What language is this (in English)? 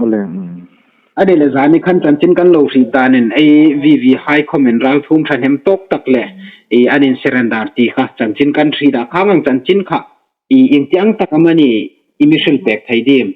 Hmar